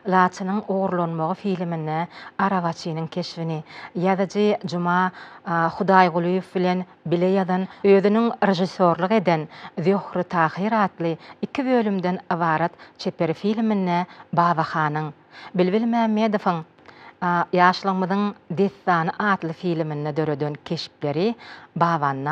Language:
Turkmen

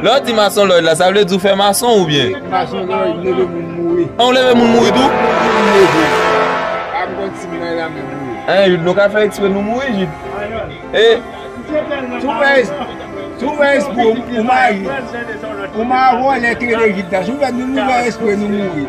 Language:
Haitian Creole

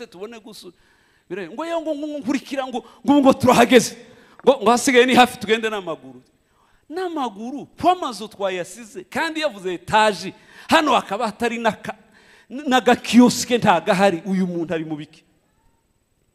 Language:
Kinyarwanda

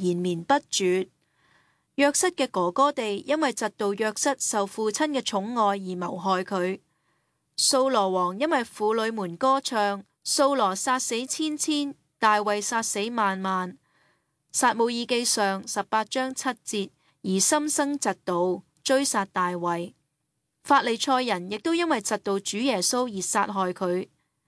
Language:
Cantonese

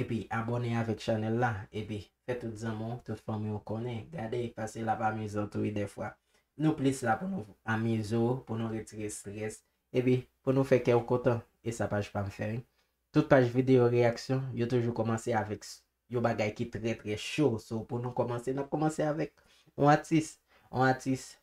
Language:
Haitian Creole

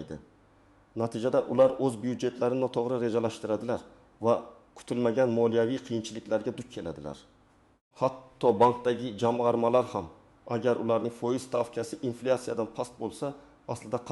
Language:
Uzbek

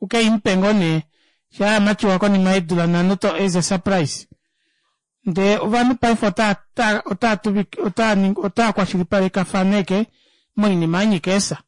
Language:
Kuanyama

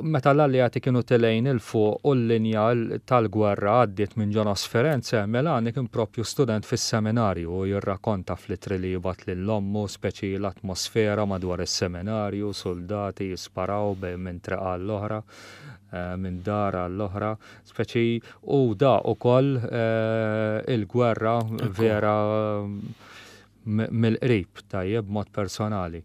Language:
Maltese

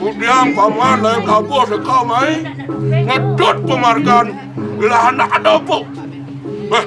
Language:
Balinese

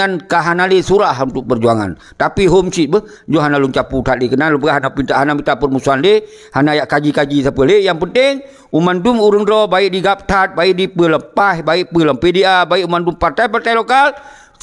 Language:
Achinese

